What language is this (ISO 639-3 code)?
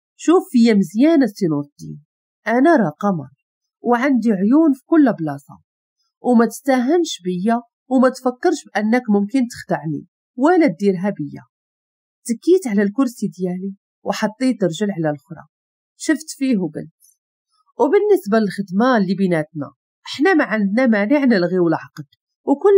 ary